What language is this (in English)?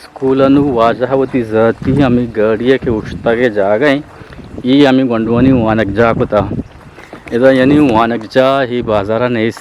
Eastern Balochi